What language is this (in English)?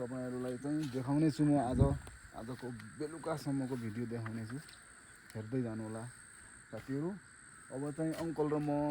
Nepali